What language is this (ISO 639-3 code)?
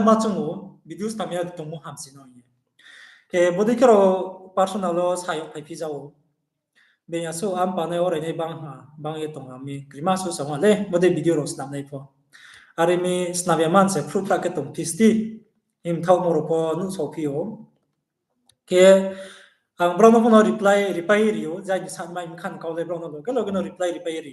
ria